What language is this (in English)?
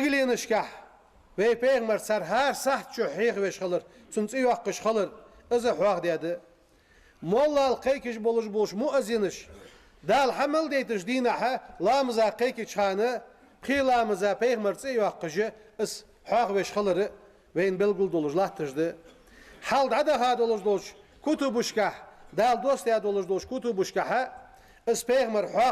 Ingush